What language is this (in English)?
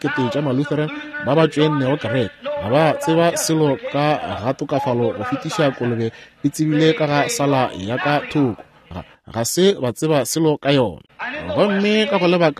Northern Sotho